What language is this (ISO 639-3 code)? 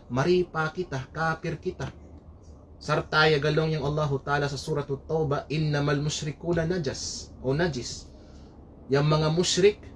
kqe